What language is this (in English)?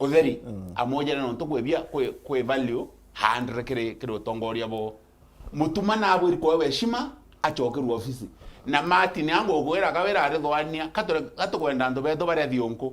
Meru